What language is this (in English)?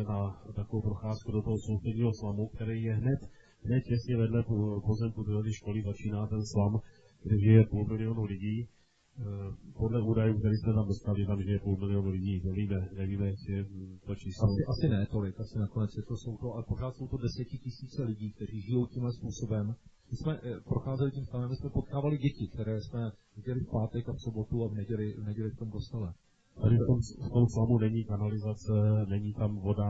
Czech